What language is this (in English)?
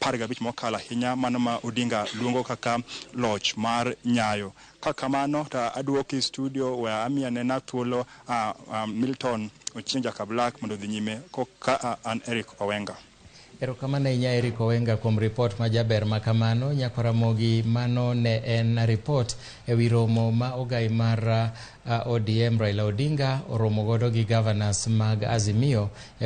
Luo (Kenya and Tanzania)